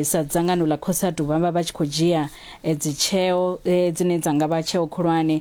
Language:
Venda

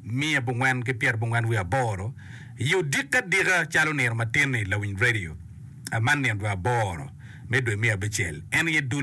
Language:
Acoli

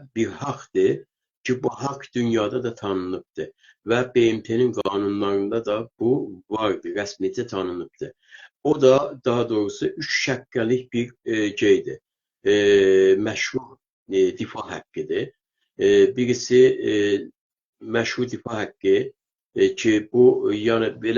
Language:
South Azerbaijani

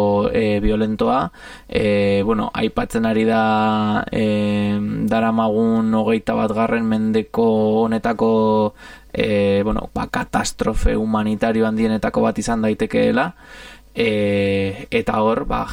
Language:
Basque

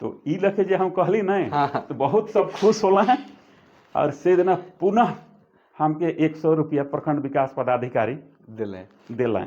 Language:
Sadri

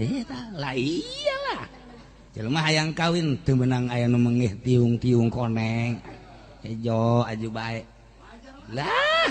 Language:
Sundanese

